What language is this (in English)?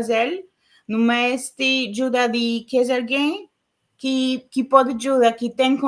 Kabuverdianu